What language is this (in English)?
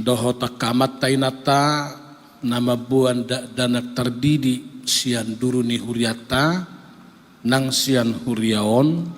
Batak Toba